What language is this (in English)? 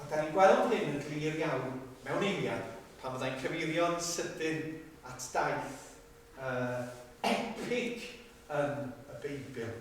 Welsh